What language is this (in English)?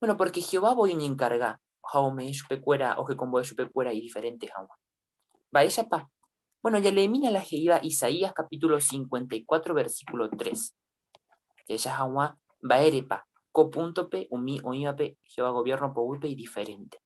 Guarani